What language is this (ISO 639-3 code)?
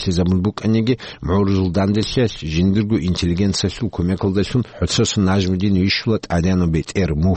ava